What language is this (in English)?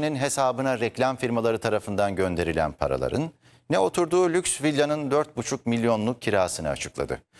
Turkish